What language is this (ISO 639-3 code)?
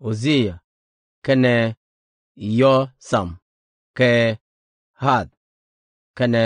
nus